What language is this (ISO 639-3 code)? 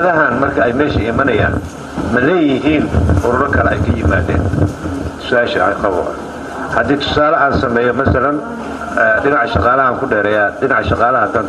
som